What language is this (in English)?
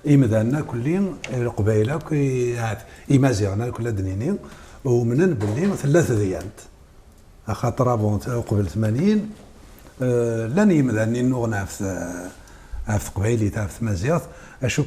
Kabyle